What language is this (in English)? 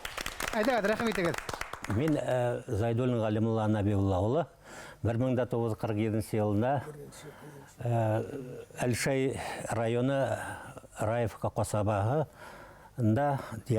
Bashkir